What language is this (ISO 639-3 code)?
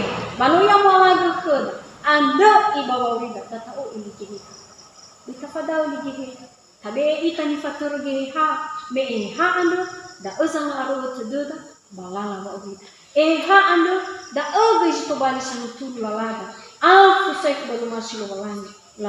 nia